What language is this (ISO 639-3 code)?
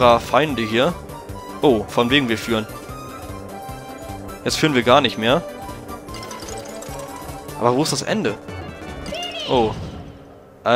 deu